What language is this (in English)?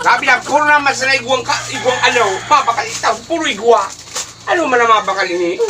Bikol